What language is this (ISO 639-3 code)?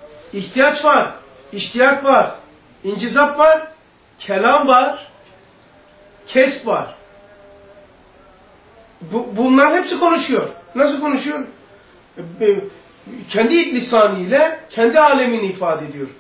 tur